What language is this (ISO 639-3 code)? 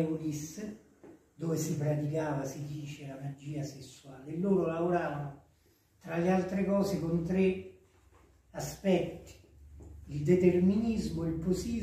ita